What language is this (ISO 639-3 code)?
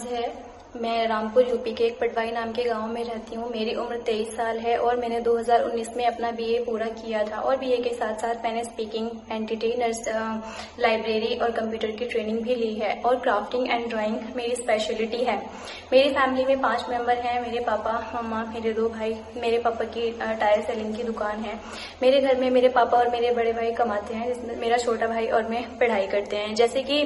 hin